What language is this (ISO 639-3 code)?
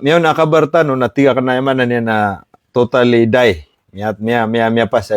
mrw